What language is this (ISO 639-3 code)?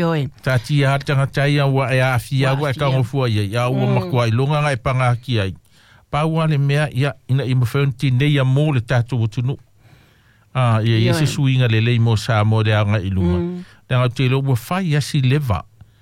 smo